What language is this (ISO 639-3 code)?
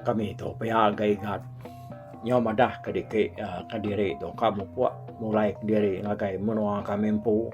iba